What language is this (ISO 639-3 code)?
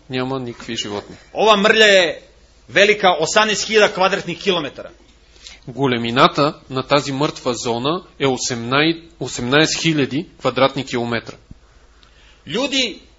bul